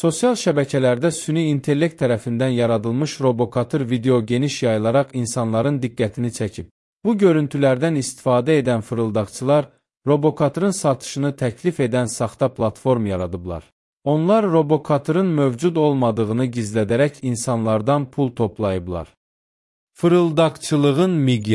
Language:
Azerbaijani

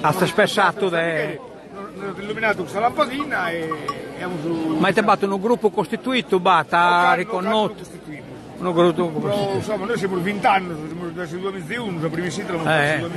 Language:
Sardinian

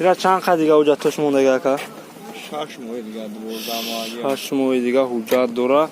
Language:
Tajik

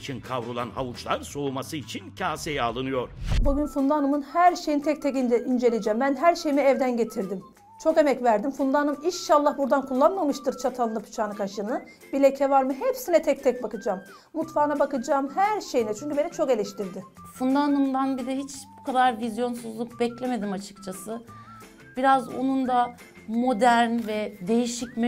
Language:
Turkish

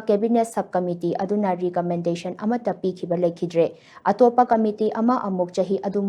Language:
Manipuri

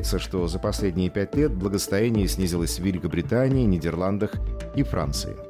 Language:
Russian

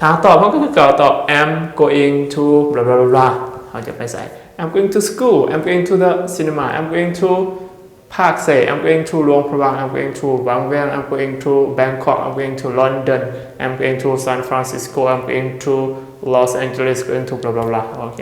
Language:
Lao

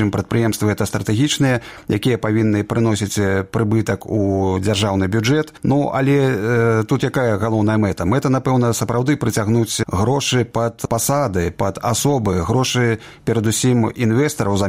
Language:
Belarusian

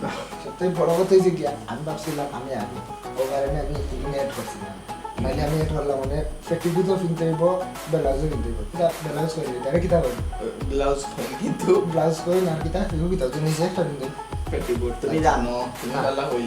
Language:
Sylheti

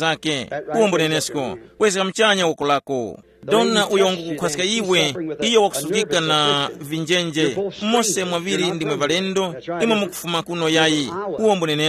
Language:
Tumbuka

